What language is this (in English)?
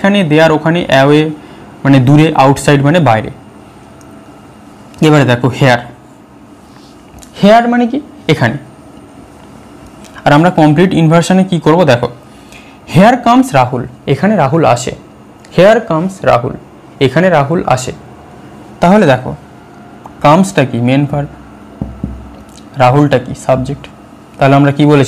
Bangla